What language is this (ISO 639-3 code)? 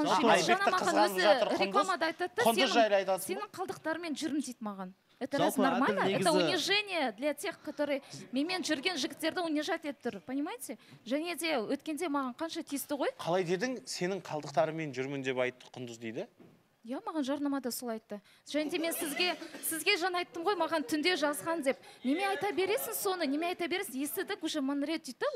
kaz